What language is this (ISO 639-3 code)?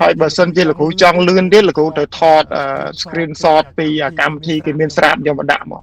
khm